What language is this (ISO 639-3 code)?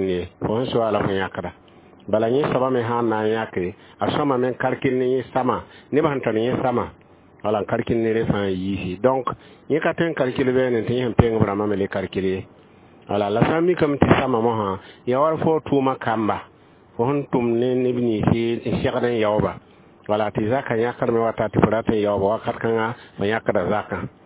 mos